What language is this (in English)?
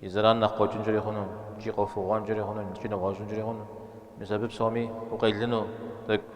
Kabardian